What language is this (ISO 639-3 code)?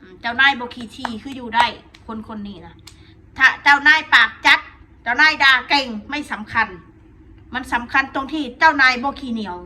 tts